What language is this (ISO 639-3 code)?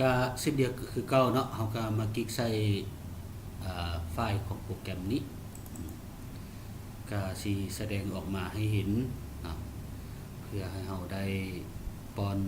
lao